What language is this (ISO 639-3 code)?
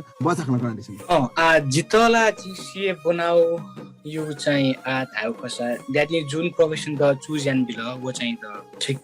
new